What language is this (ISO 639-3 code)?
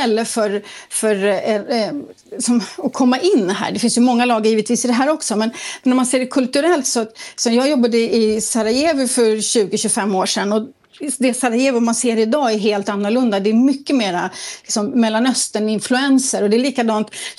swe